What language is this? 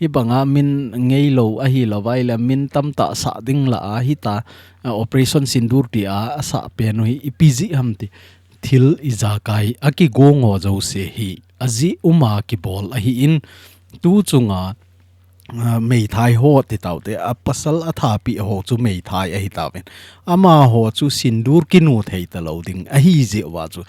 Thado Chin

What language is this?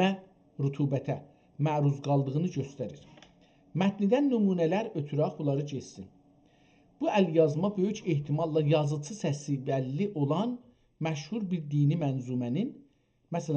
South Azerbaijani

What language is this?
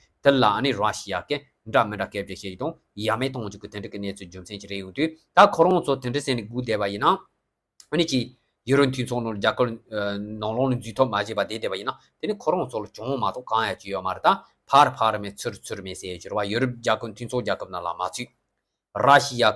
Tibetan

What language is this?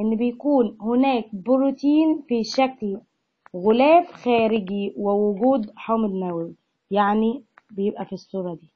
Egyptian Arabic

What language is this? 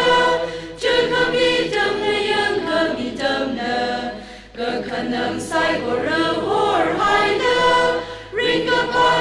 Tangkhul Naga (India)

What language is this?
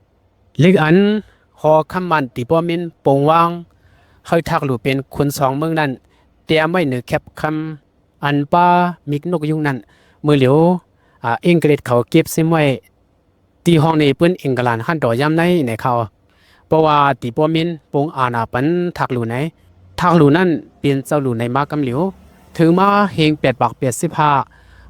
Shan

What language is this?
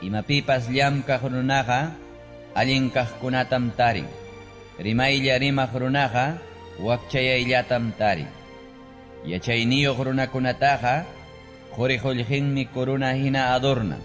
Ayacucho Quechua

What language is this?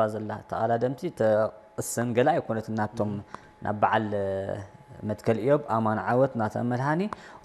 Tigrinya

